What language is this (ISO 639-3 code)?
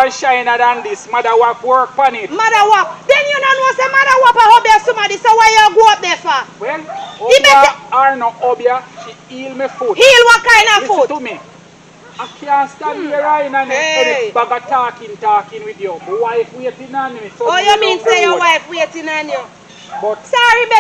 jam